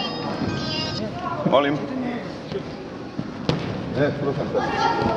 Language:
Croatian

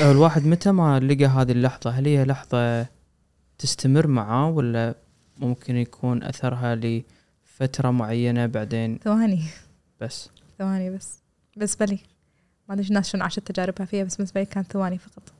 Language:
Gulf Arabic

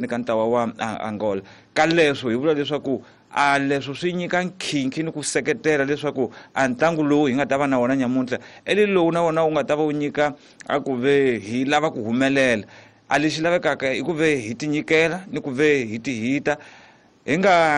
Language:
Tsonga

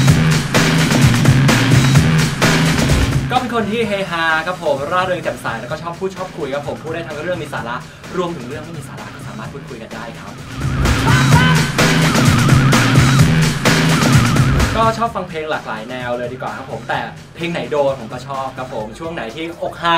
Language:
Thai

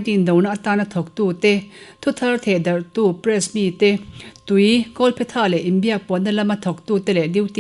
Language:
Mizo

